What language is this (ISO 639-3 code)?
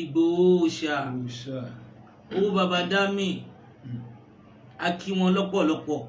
yor